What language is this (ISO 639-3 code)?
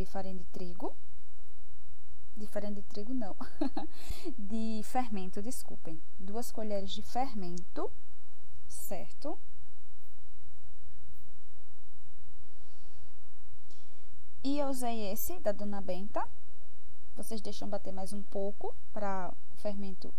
por